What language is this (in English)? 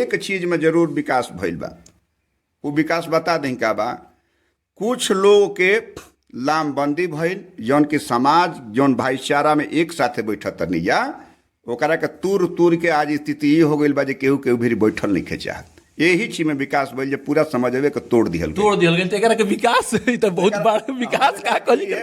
Bhojpuri